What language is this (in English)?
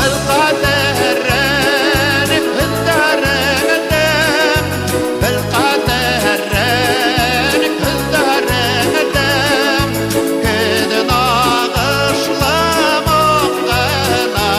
Bashkir